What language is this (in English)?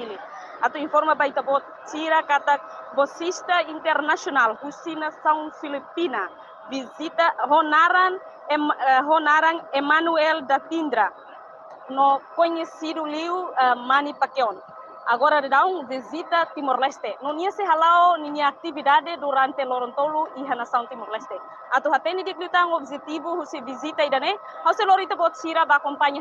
Tetum